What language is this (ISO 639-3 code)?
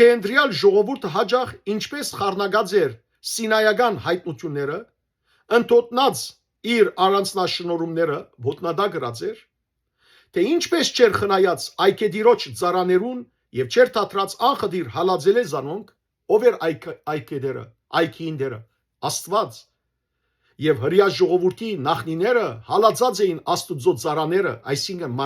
hyw